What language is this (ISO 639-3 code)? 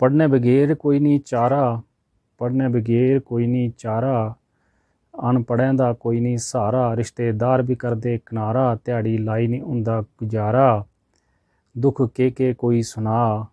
doi